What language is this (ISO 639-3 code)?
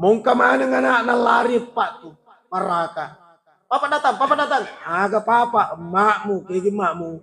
bug